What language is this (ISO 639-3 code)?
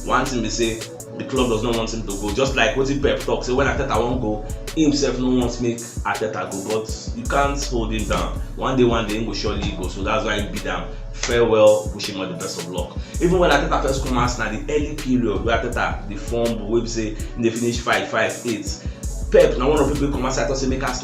pcm